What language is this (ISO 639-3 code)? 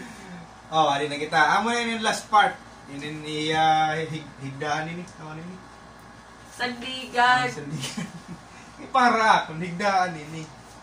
war